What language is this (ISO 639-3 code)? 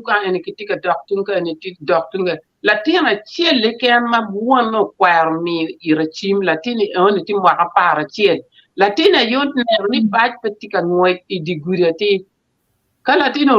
ach